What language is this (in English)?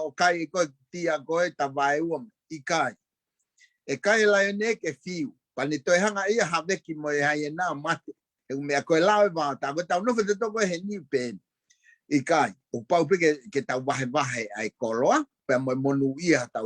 Tongan